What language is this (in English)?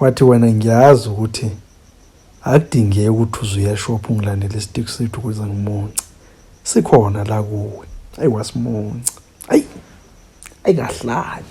Zulu